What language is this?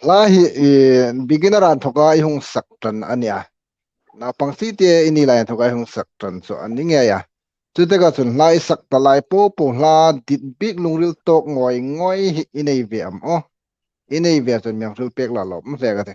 Hmar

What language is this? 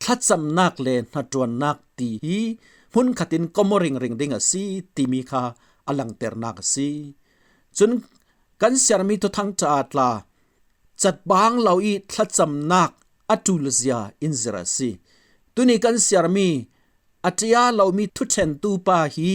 Falam Chin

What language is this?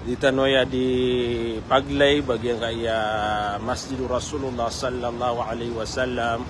Maranao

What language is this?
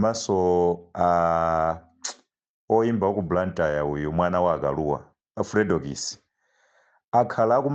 Nyanja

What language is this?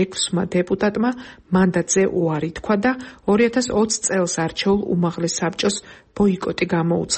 Georgian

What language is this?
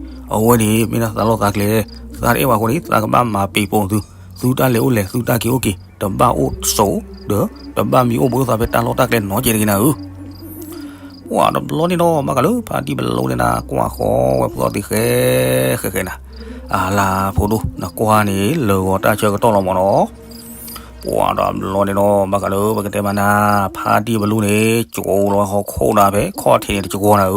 S'gaw Karen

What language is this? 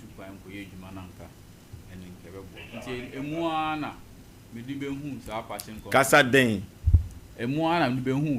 Akan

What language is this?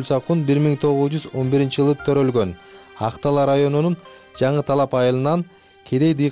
Kyrgyz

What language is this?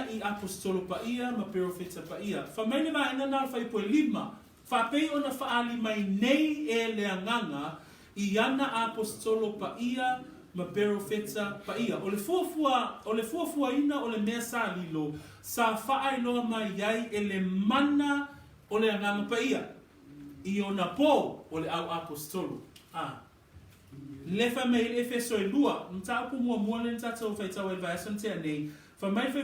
Samoan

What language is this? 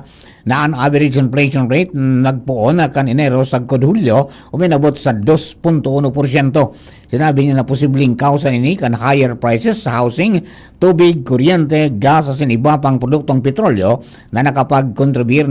Bikol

